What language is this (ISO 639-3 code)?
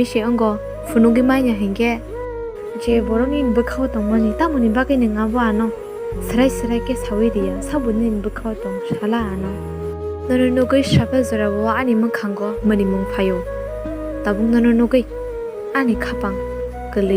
trp